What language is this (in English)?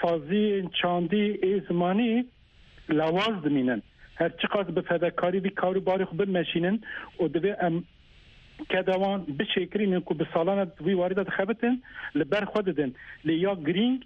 Kurdish